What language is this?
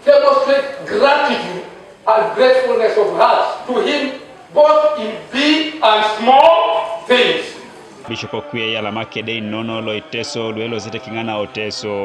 Teso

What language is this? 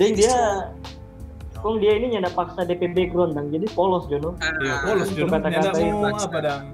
Manado Malay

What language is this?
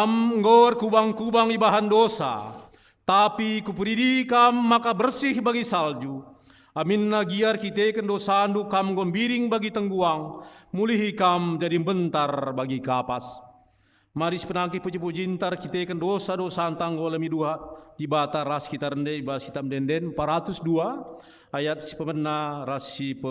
Batak Karo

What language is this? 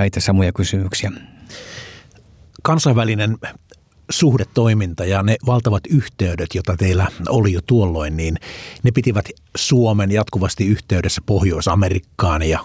Finnish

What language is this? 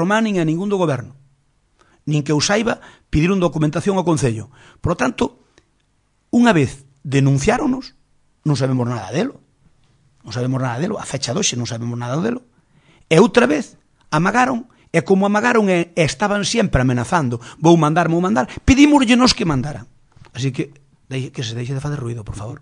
Galician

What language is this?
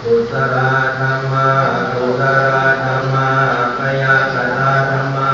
Pali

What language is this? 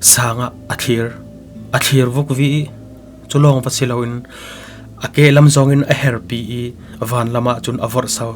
Falam Chin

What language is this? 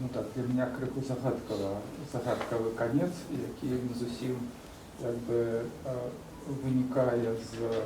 Belarusian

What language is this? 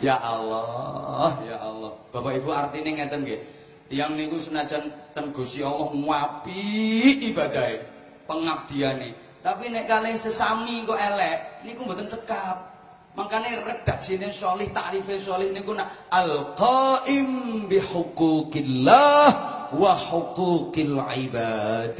Javanese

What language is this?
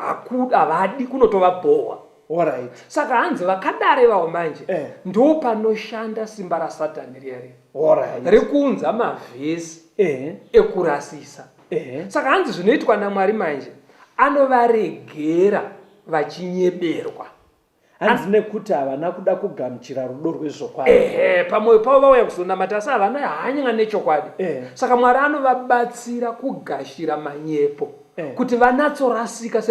Shona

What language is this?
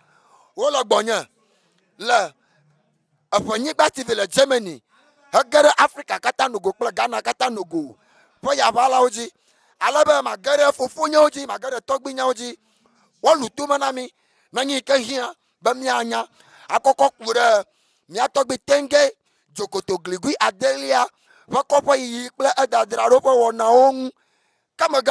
Ewe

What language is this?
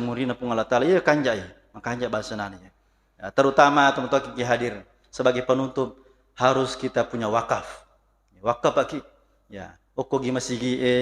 Buginese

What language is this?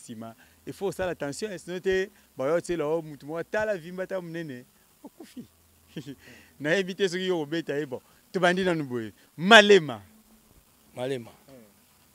Lingala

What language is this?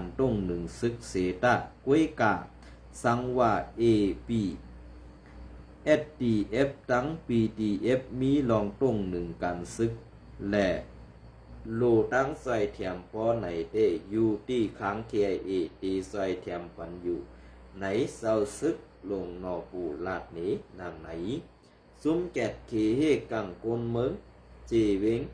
Shan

